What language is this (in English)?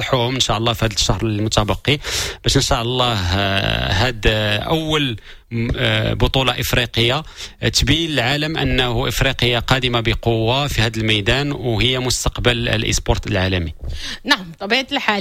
Moroccan Arabic